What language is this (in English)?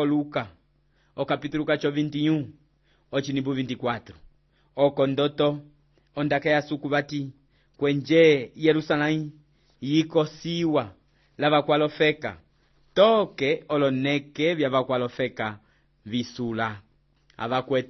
Umbundu